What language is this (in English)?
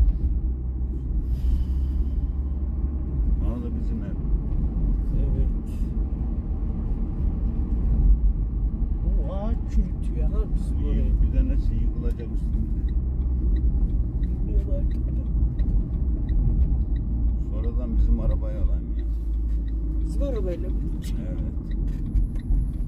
Turkish